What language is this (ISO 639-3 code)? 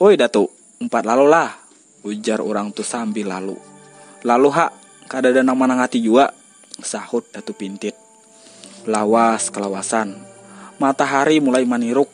bjn